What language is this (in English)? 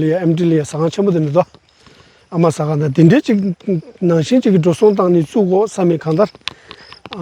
Tibetan